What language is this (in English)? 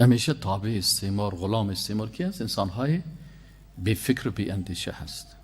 Persian